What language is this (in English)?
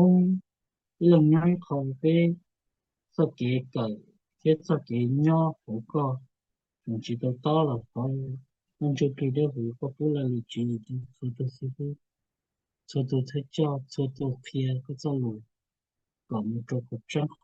Hmong